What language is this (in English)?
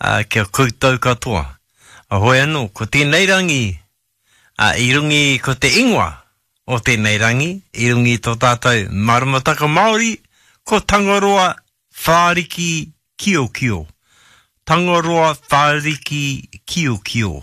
Māori